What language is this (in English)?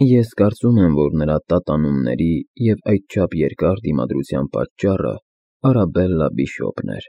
Armenian